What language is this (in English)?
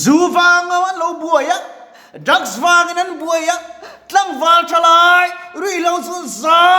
Mizo